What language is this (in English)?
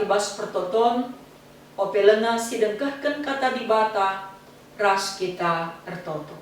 Batak Karo